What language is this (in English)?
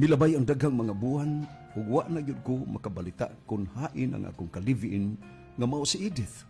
Cebuano